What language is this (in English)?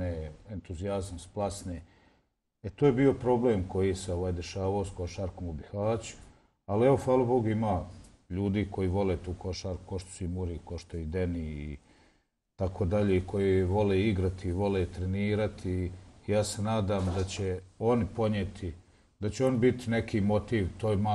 Bosnian